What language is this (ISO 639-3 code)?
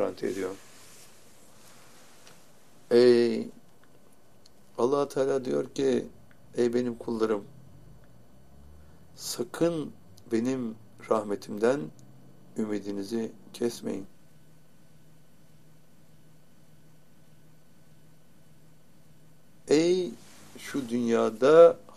tur